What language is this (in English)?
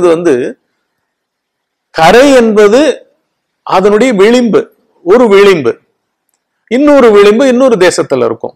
Tamil